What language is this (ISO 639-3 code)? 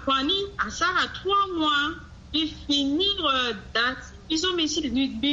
sag